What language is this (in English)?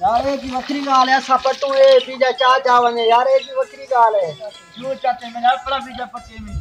Saraiki